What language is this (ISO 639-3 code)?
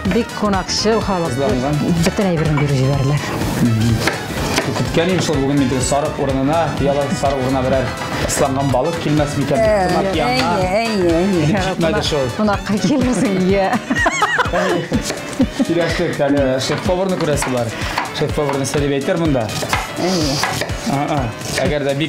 tat